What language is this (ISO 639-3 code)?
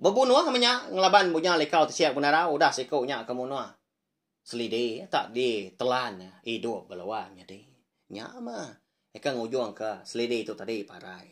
iba